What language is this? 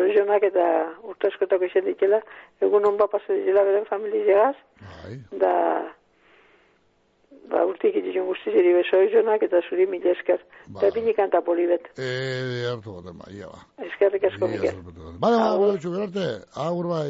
Basque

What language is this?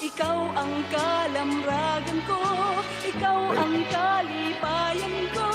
Waray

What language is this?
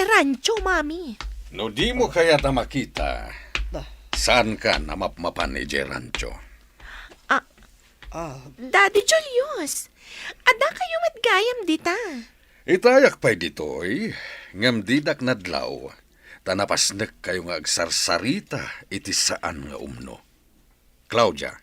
Iloko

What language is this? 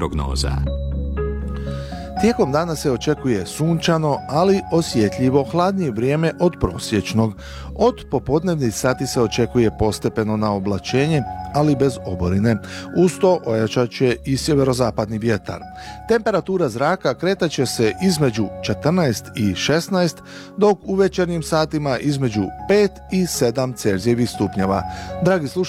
Croatian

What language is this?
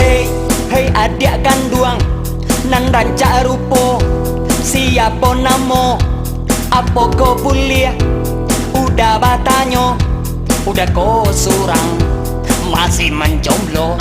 Minangkabau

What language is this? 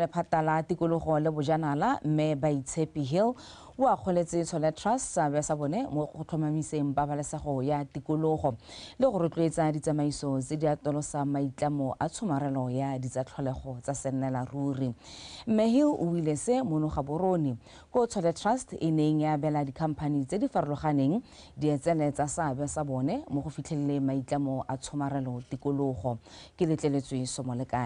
Tswana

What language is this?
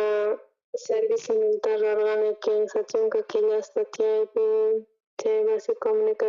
South Bolivian Quechua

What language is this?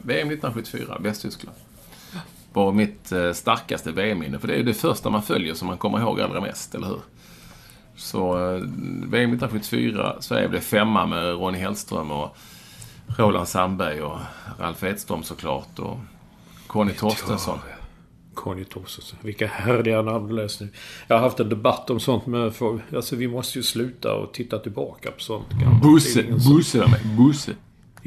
Swedish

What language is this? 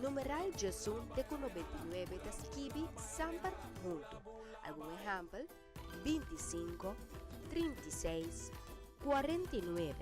Papiamento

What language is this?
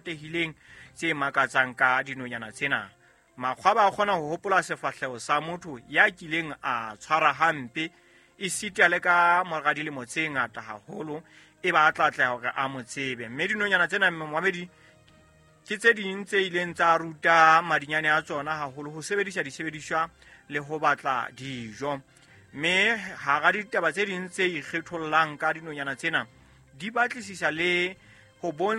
Southern Sotho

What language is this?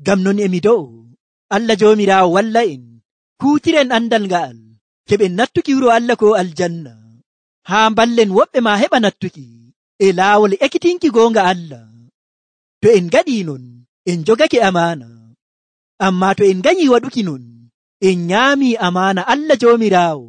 Nigerian Fulfulde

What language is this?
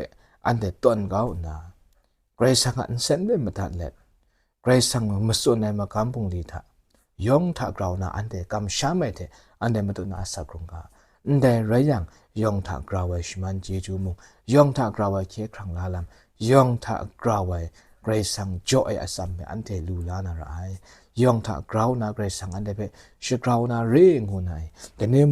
Kachin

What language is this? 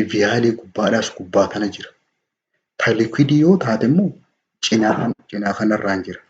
Oromo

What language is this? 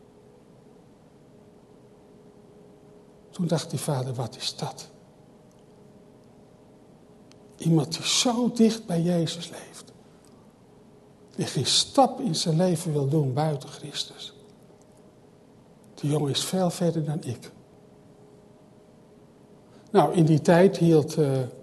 Dutch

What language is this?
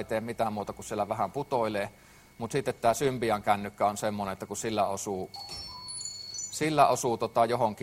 Finnish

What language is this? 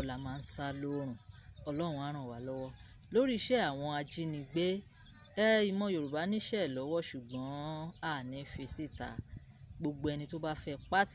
Yoruba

